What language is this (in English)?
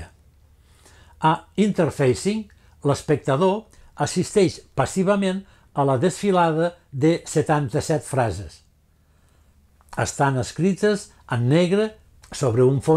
Catalan